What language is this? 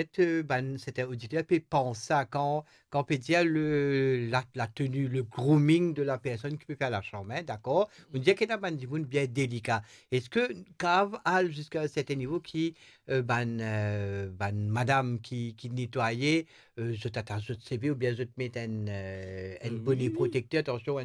Morisyen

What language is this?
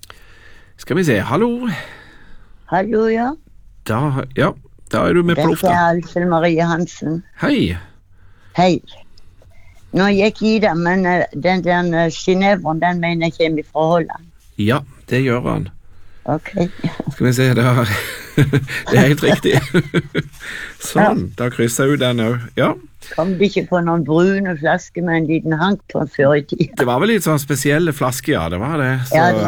Norwegian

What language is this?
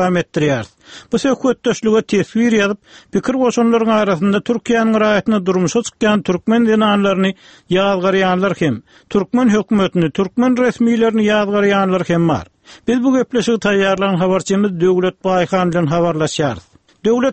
Turkmen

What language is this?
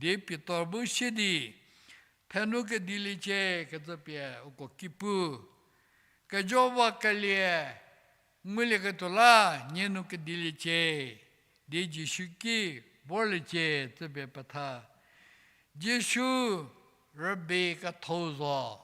Angami Naga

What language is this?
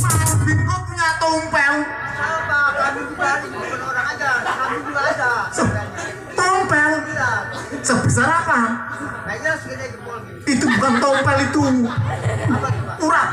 Betawi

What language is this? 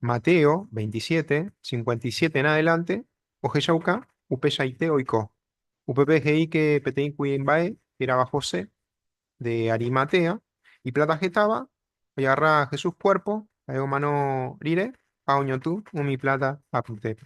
Guarani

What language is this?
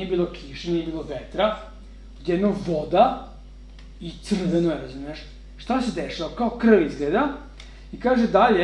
Serbian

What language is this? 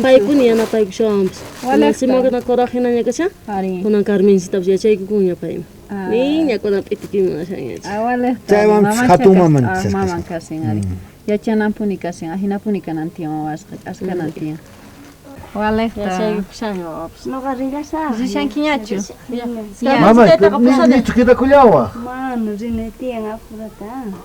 South Bolivian Quechua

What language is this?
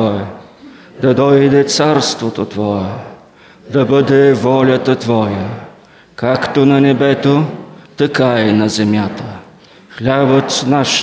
Bulgarian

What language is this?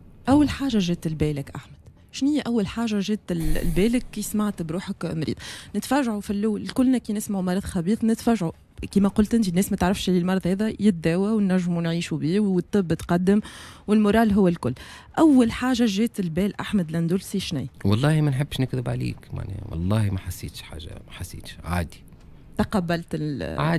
Tunisian Arabic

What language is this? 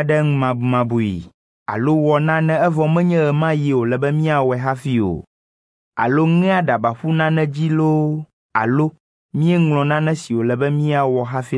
Ewe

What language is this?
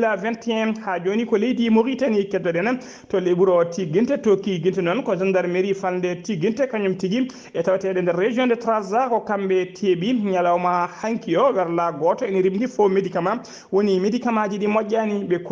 Fula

